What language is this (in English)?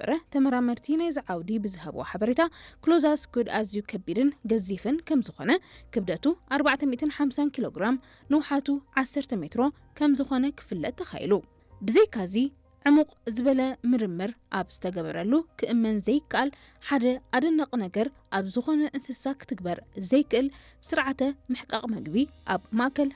Tigrinya